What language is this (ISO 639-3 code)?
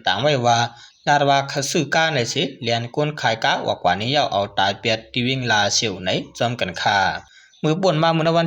shn